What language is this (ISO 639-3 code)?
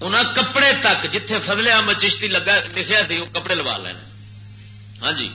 lah